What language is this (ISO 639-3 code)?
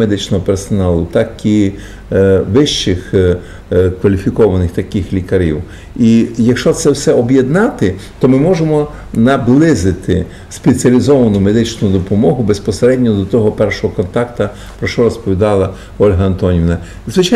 ukr